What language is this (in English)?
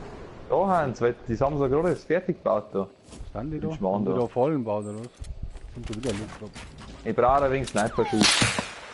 Bavarian